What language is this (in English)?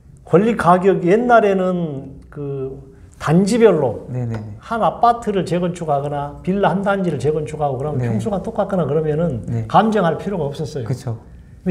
Korean